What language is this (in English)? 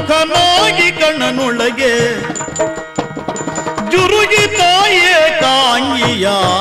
Kannada